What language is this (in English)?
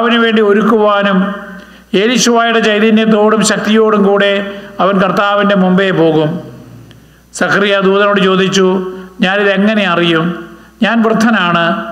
Malayalam